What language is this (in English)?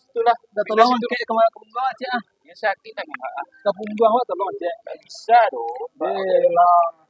Minangkabau